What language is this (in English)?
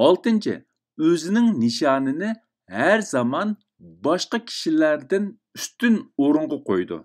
Uyghur